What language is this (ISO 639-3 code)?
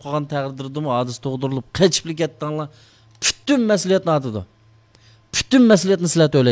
uig